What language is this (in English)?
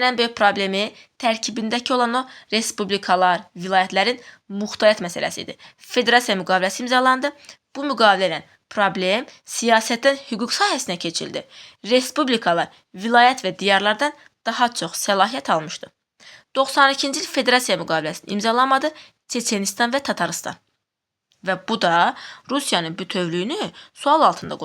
Azerbaijani